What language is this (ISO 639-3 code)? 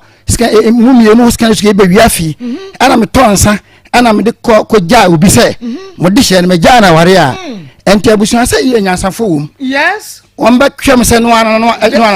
aka